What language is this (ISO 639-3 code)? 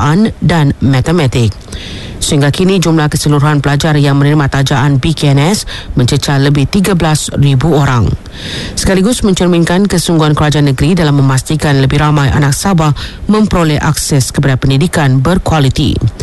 msa